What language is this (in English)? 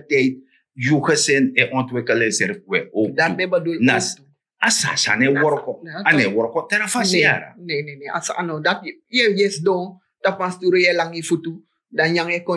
Sranan Tongo